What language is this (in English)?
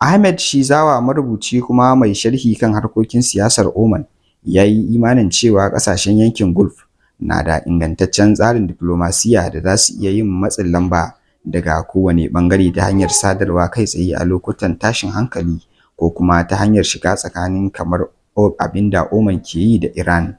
Hausa